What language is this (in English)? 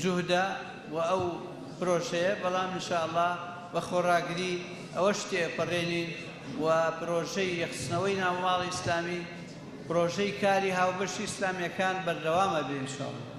Central Kurdish